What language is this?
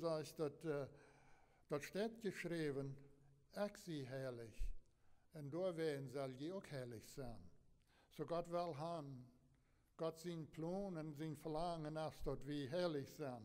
Plautdietsch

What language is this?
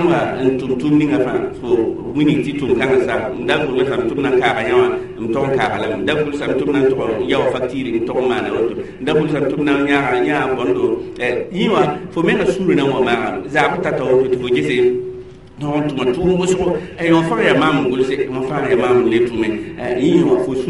Mossi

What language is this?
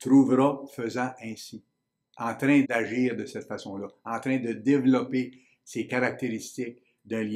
French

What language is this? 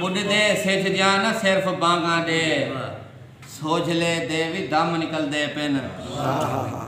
Saraiki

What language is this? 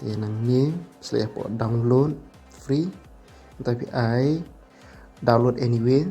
Khasi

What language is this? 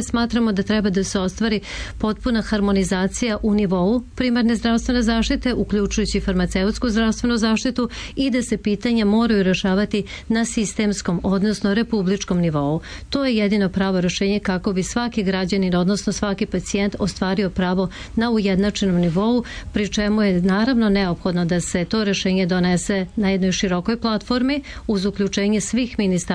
Serbian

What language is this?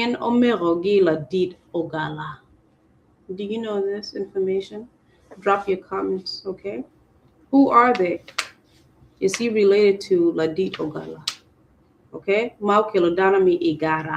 Acoli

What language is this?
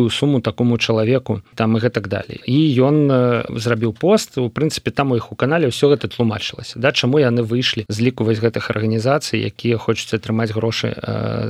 Belarusian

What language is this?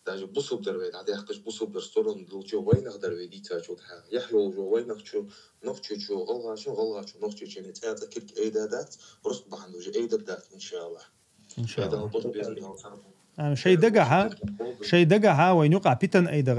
Chechen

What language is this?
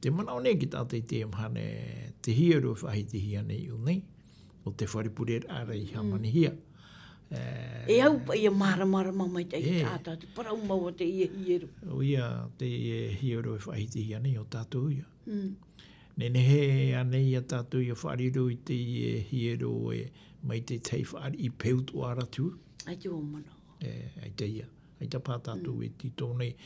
Tahitian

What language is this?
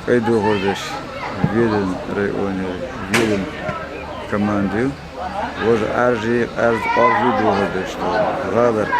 Chechen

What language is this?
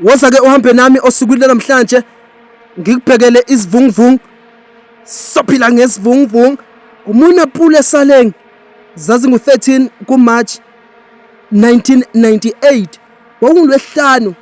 Zulu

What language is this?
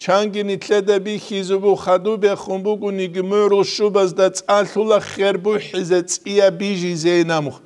Avaric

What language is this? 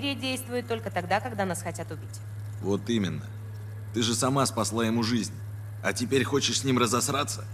Russian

